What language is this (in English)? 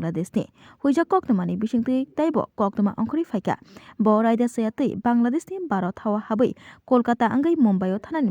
Kok Borok